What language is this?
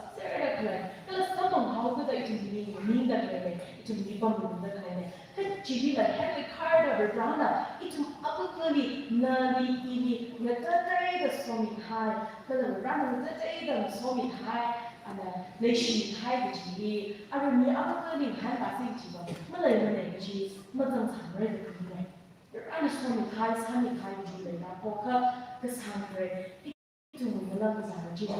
Tangkhul Naga (India)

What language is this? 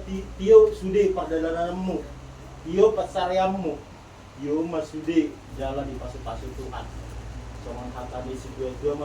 Batak Toba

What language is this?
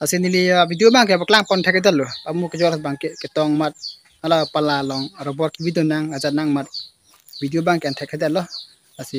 Karbi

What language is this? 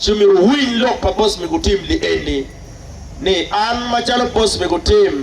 Acoli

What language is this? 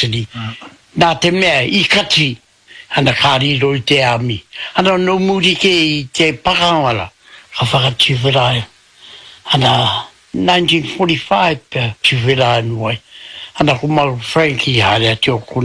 Māori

